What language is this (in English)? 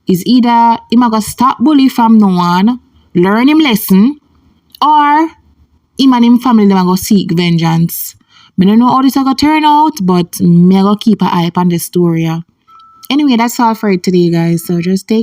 Jamaican Creole English